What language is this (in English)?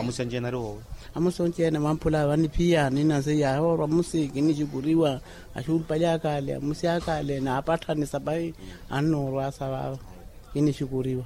Makhuwa